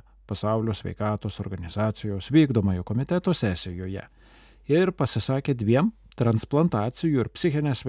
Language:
Lithuanian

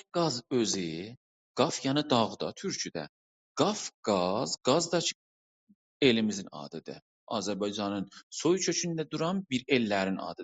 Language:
South Azerbaijani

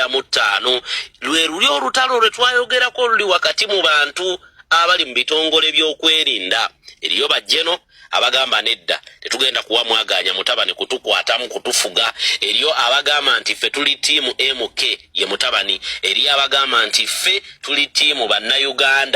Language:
Ganda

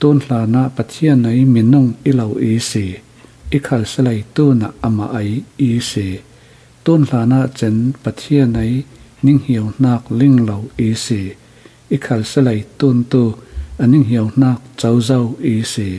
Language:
Falam Chin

